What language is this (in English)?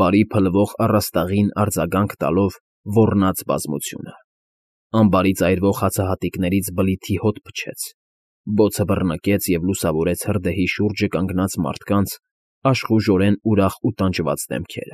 Armenian